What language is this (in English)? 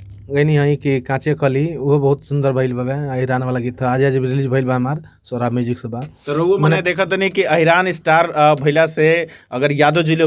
Bhojpuri